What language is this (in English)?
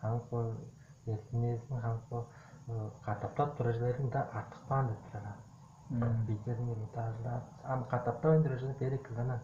Tuvinian